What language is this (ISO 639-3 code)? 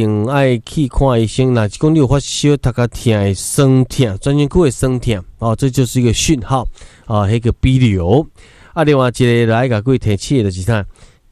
nan